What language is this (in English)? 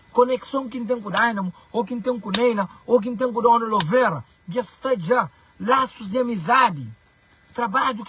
Kabuverdianu